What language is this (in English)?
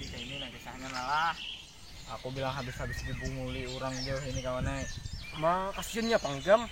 Banjar